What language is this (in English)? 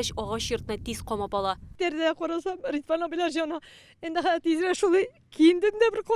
Tatar